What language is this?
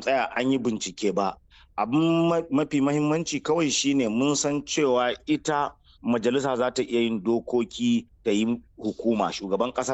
Hausa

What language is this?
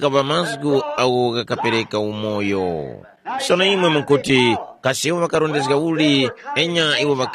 Tumbuka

